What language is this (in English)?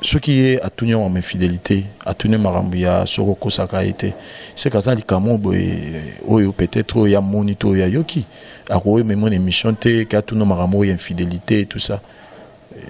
Lingala